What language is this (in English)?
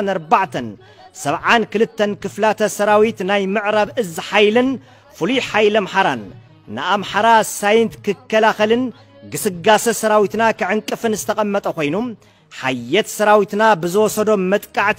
Tigrinya